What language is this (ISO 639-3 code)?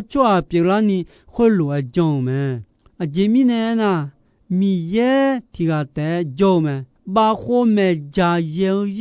ahk